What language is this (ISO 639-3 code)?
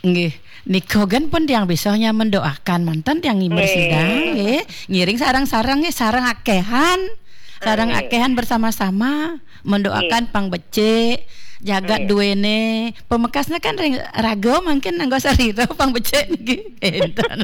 ban